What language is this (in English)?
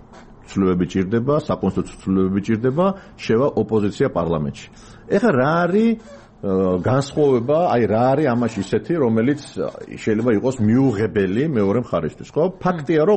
Georgian